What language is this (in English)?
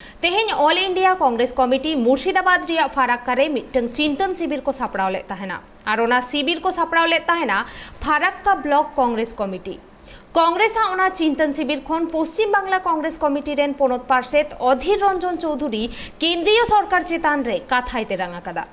Santali